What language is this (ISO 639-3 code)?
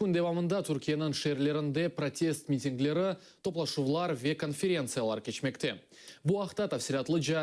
crh